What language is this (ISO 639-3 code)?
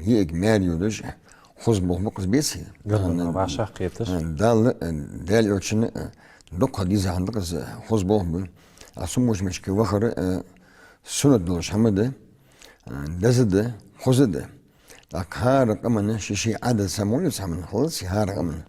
inh